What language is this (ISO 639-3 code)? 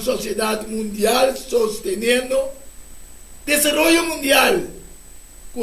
pap